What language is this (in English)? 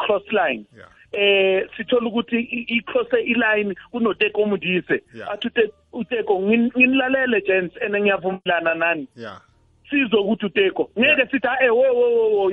South Ndebele